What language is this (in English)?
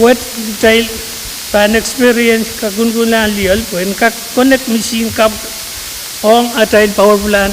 Pohnpeian